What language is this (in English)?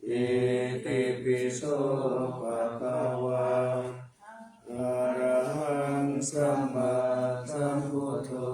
Pali